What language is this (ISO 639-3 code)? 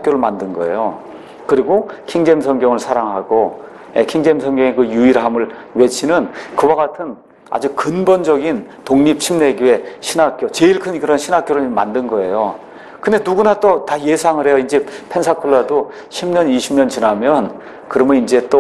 kor